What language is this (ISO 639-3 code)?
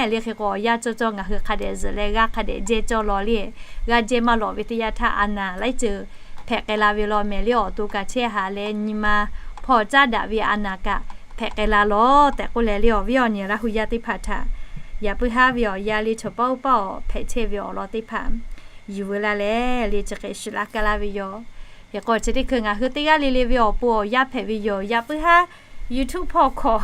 lhu